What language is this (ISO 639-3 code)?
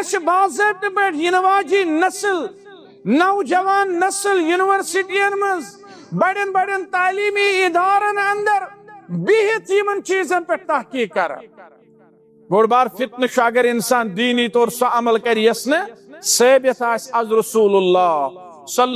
kas